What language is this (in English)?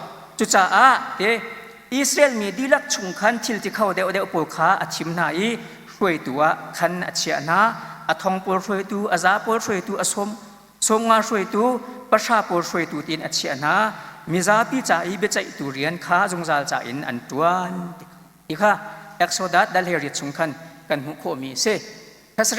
Hakha Chin